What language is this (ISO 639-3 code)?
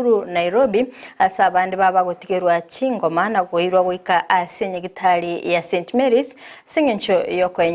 guz